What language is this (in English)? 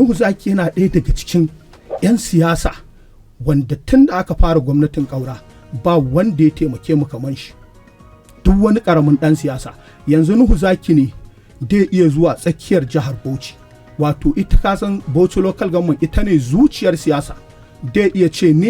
Hausa